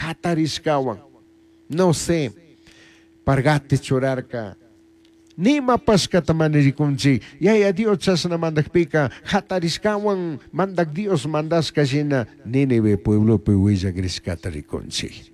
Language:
Chimborazo Highland Quichua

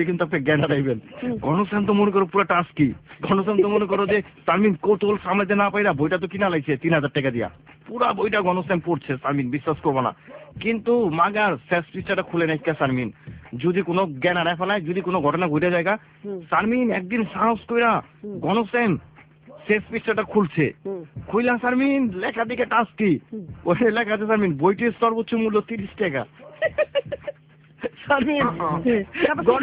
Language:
Bangla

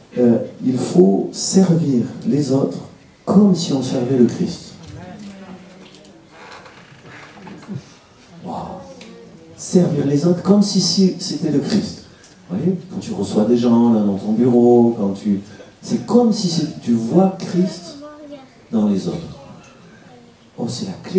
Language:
French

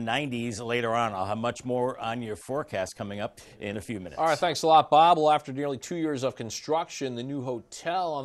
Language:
English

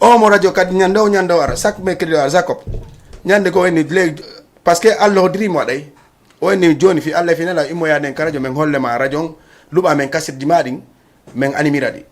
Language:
Fula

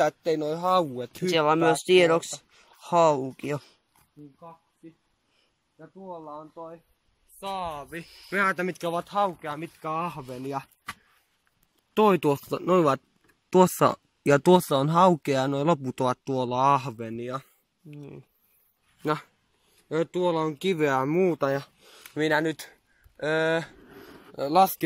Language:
Finnish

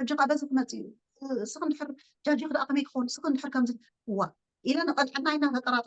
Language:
Tigrinya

